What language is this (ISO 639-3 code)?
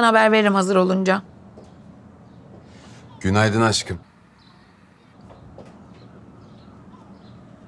tur